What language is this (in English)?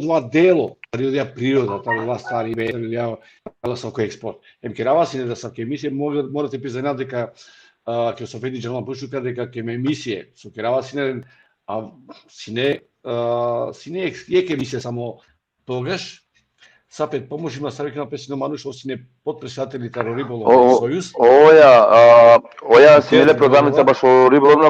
Balkan Romani